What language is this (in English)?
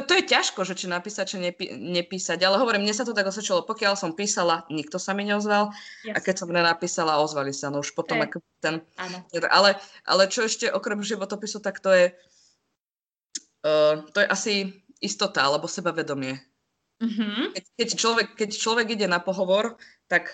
Slovak